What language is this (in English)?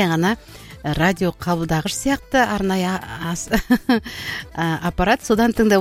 Kazakh